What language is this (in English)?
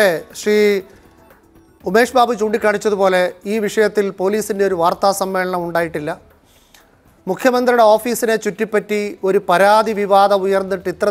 Malayalam